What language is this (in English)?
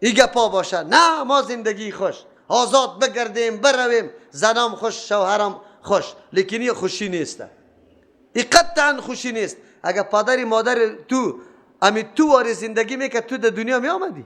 Persian